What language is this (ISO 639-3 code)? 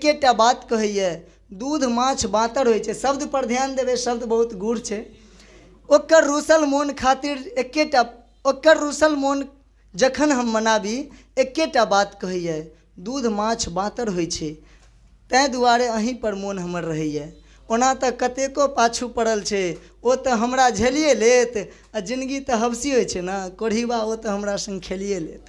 mai